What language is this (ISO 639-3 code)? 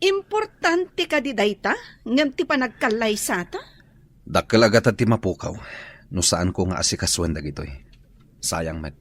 ilo